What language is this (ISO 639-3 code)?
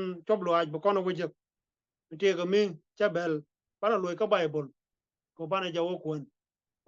nus